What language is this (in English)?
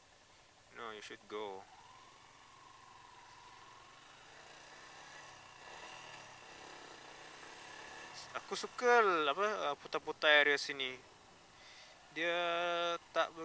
Malay